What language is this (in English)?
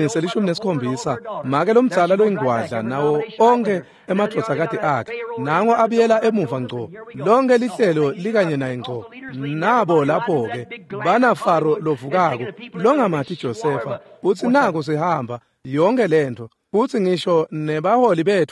Swati